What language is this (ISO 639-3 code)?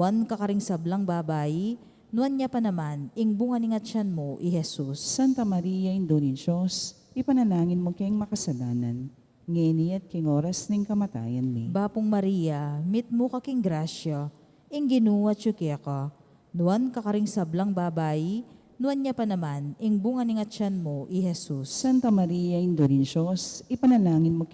pam